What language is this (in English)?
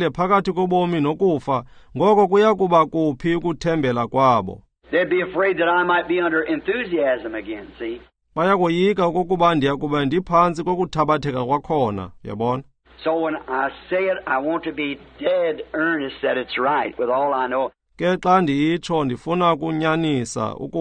Xhosa